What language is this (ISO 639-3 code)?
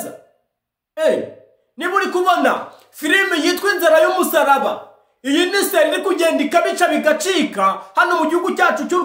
kin